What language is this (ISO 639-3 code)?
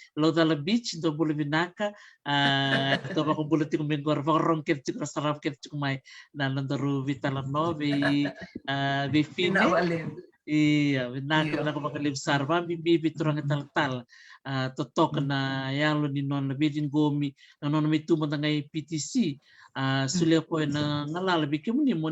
fij